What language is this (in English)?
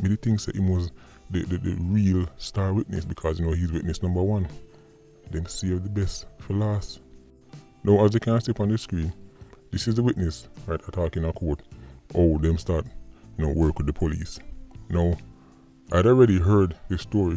Jamaican Creole English